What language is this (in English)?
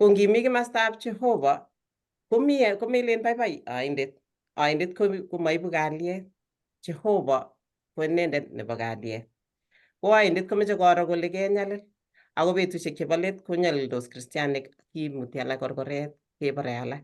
Kalenjin